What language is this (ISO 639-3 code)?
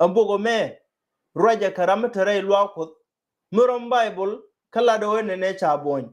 nus